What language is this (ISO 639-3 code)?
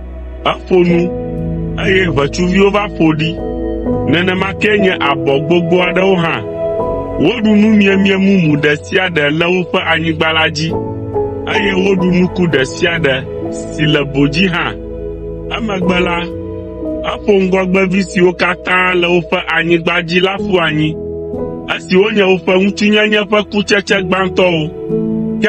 ewe